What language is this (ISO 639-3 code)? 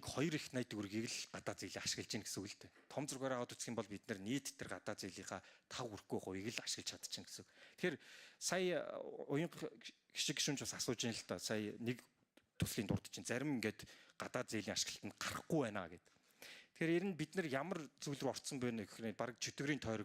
mon